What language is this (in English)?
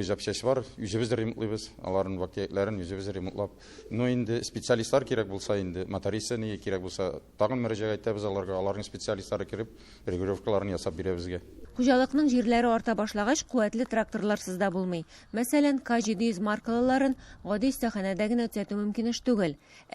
Tatar